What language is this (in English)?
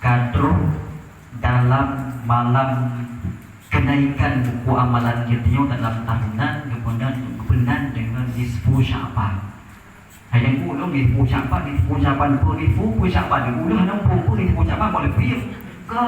Achinese